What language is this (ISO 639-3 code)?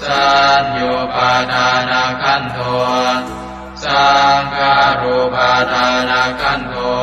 pli